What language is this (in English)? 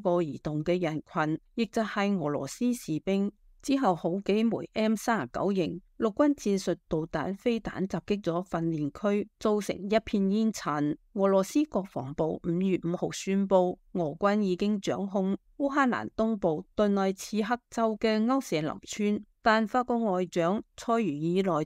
Cantonese